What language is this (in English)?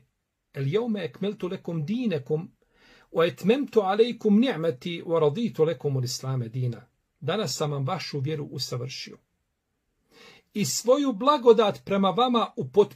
Bosnian